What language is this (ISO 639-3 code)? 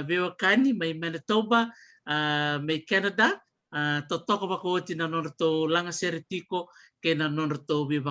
fij